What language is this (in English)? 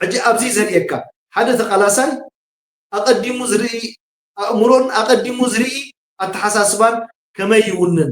Tigrinya